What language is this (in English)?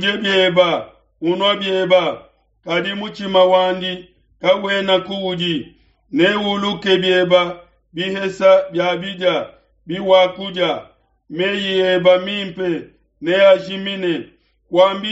Luba-Lulua